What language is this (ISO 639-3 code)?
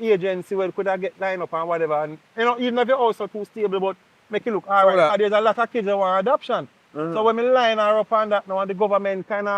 jam